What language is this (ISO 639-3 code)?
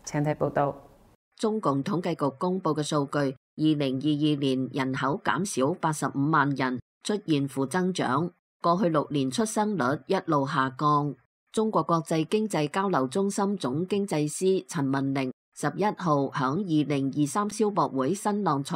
yue